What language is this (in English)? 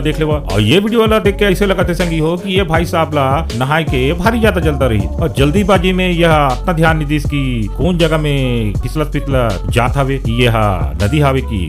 Chhattisgarhi